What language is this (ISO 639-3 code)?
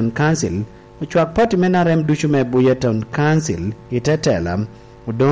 laj